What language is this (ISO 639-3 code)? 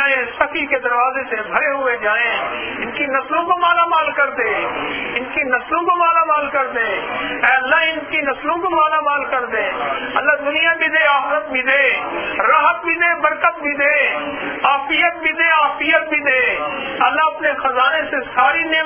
urd